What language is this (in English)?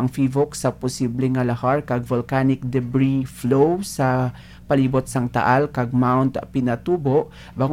Hiligaynon